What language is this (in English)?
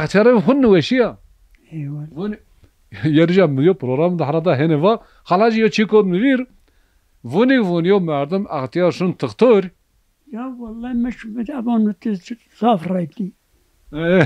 Zaza